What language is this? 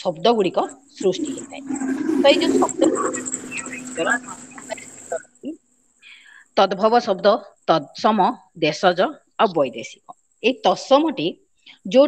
Odia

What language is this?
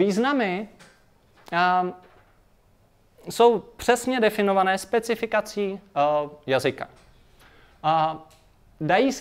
Czech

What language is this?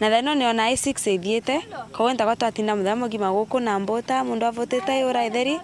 Meru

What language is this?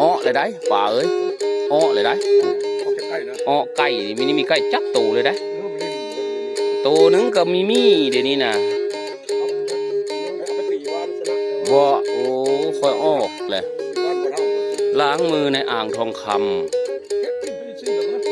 Northeastern Thai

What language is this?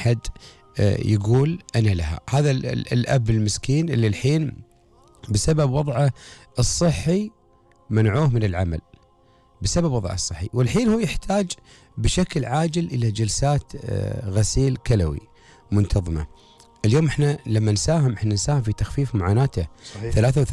Gulf Arabic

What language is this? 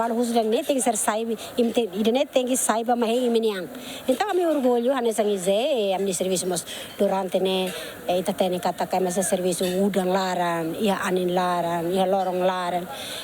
Tetum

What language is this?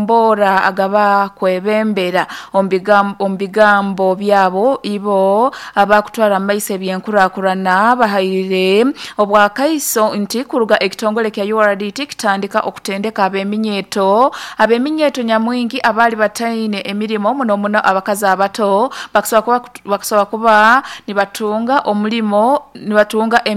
Nyoro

